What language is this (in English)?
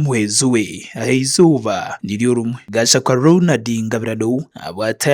Nyankole